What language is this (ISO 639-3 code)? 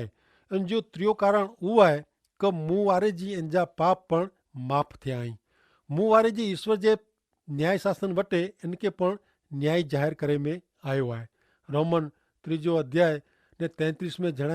kfr